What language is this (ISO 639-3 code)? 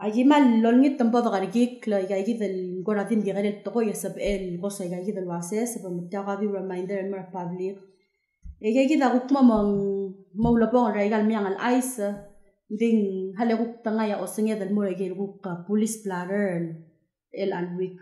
pau